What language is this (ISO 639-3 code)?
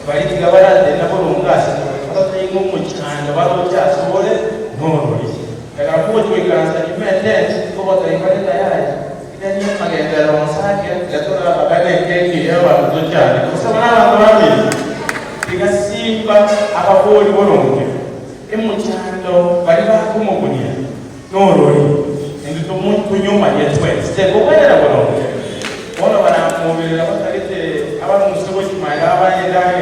guz